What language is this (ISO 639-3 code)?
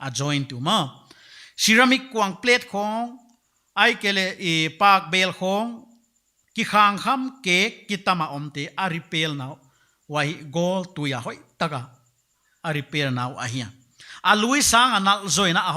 pck